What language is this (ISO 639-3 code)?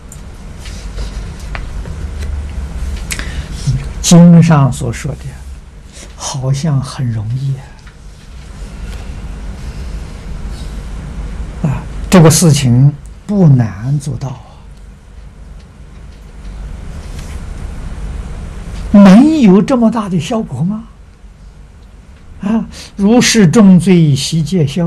zho